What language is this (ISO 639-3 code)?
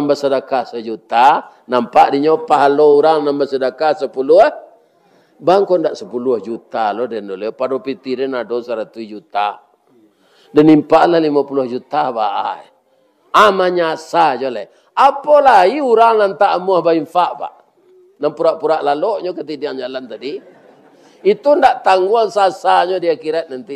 min